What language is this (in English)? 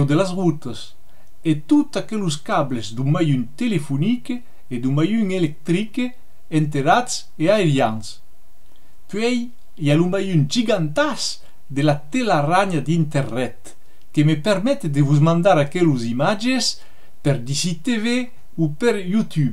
Occitan